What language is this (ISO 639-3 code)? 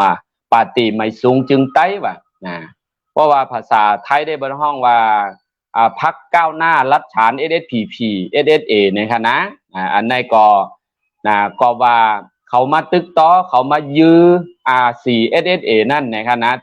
shn